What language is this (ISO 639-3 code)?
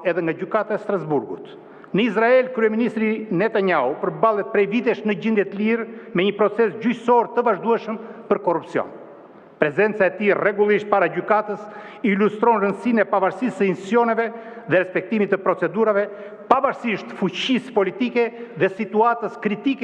sqi